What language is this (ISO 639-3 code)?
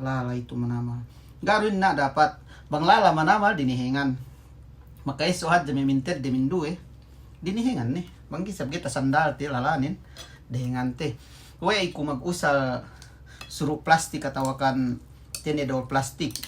yka